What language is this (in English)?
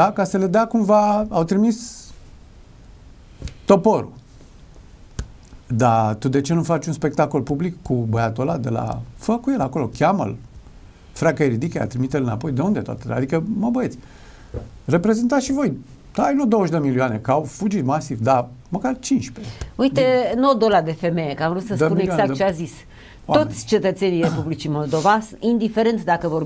Romanian